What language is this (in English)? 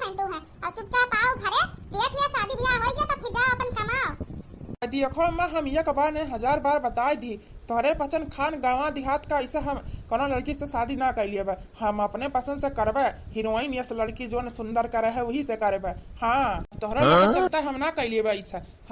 Awadhi